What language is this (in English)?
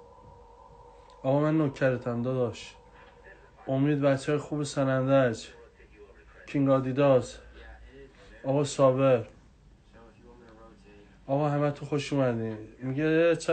Persian